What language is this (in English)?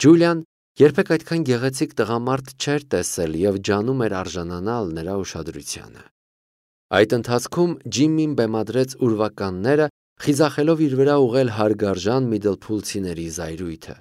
Armenian